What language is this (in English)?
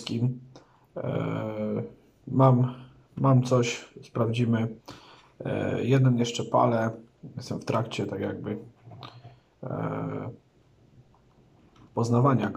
Polish